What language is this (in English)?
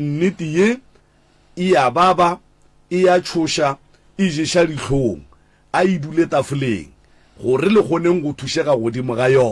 Northern Sotho